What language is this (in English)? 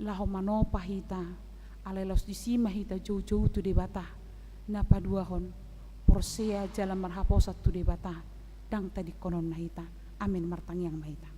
Batak Toba